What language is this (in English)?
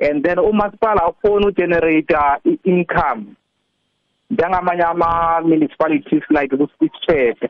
South Ndebele